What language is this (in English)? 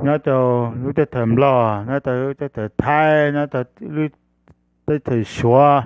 Hmong